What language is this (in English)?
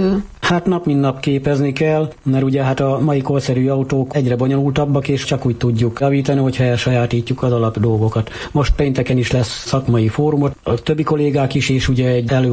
Hungarian